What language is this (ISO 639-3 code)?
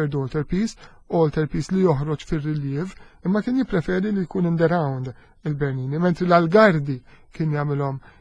mlt